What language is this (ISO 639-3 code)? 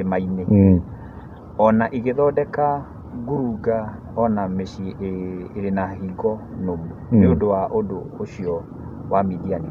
kik